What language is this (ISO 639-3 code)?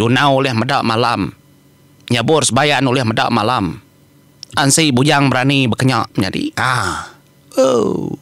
iba